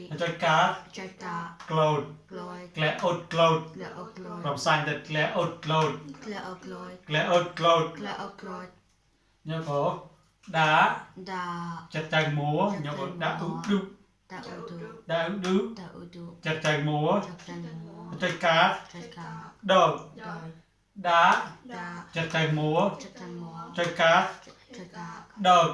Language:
Mon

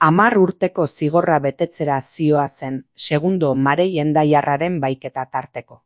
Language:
Basque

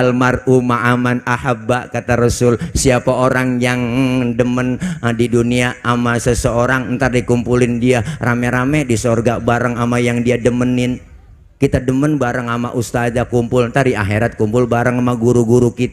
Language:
Betawi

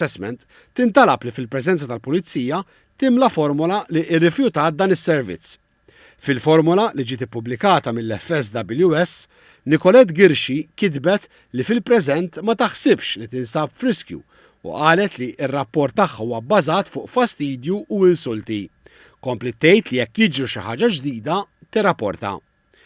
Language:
Maltese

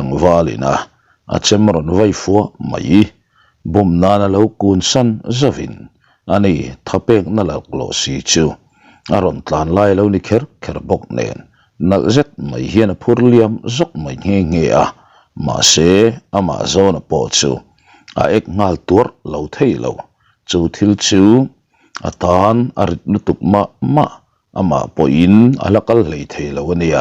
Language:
Mizo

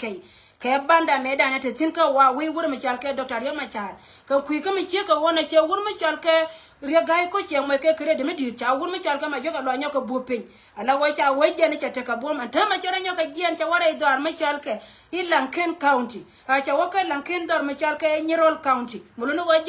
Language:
Nuer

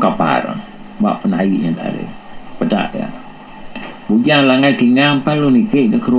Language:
Iban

